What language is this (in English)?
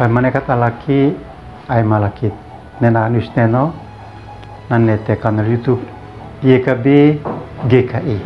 Uab Meto